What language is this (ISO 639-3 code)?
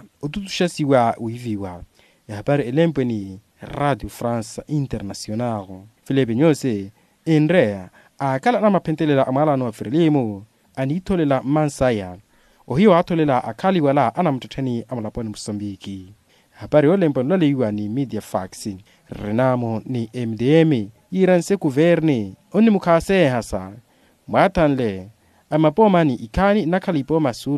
vmw